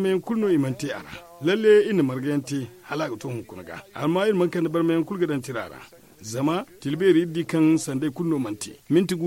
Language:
Zarma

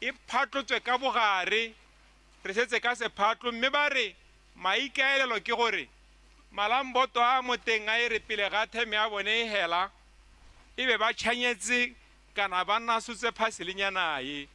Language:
Tswana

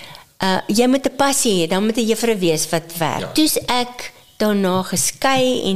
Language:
Afrikaans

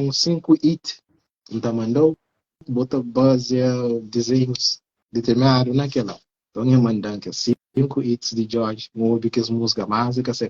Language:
Kabuverdianu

